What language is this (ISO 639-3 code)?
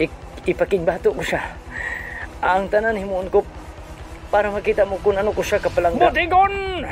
hil